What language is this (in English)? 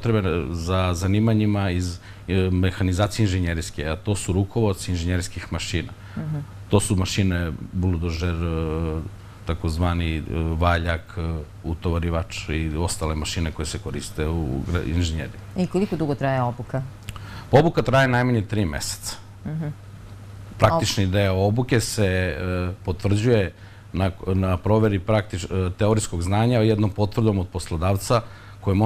Serbian